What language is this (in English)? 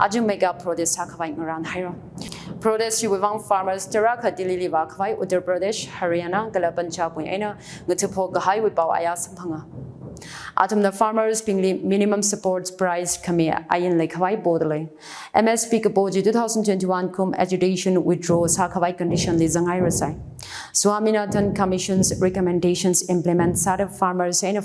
Tangkhul Naga (India)